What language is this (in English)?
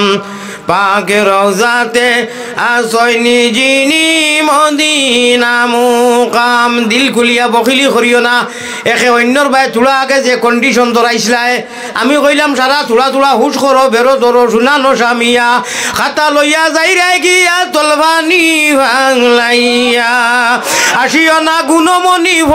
Sylheti